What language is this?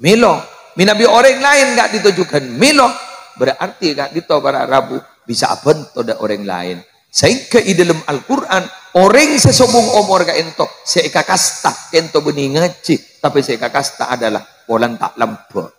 Madurese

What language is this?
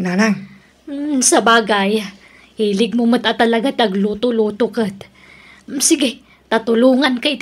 Iloko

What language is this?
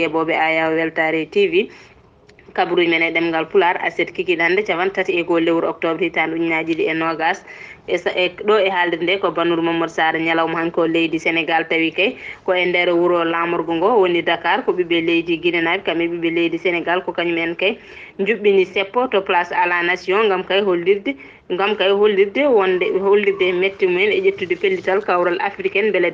Fula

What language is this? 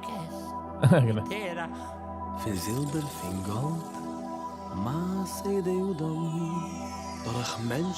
Yiddish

